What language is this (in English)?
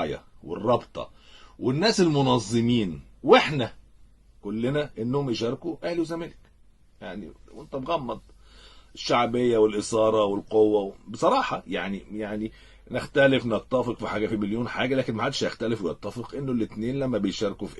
Egyptian Arabic